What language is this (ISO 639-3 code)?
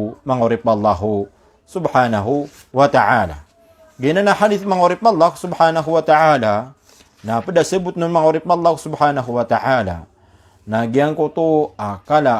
mrw